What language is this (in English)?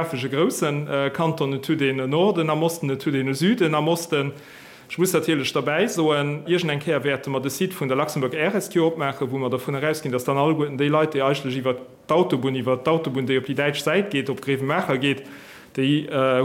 Luxembourgish